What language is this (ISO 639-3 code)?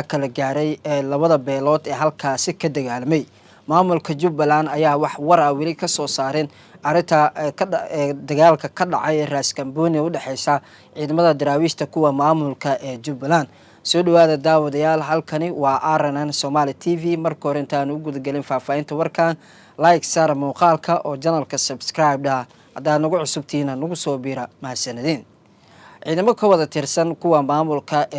som